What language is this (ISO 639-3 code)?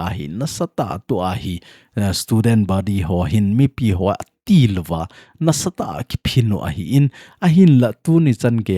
tcz